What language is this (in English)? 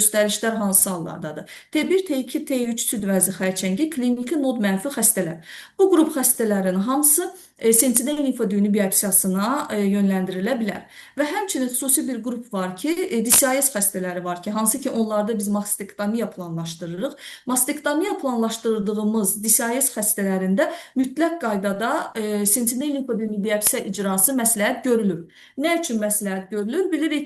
Azerbaijani